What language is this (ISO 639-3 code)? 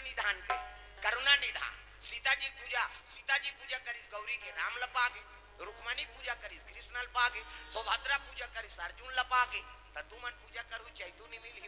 hne